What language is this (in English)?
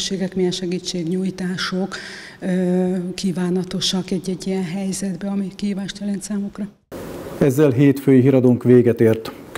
Hungarian